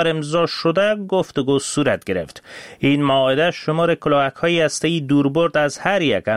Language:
Persian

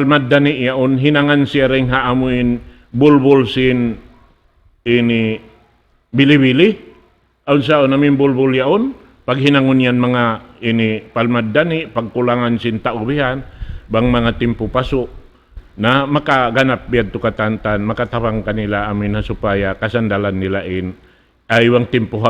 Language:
Tausug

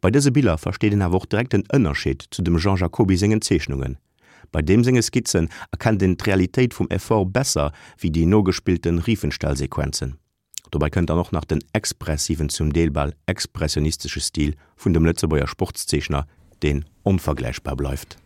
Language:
Luxembourgish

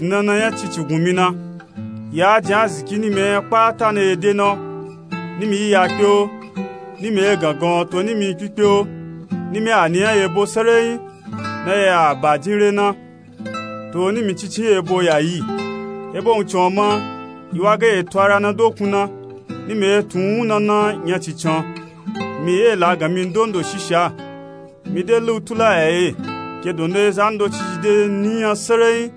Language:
Nupe-Nupe-Tako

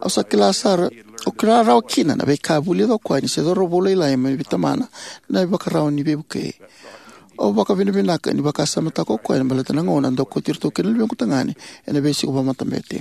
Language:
Fijian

